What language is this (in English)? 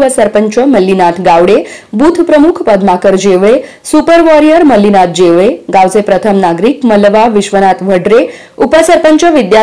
Marathi